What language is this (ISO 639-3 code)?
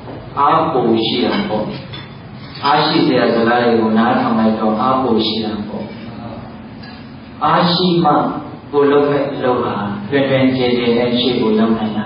mya